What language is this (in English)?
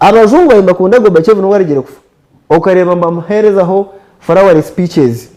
Nyankole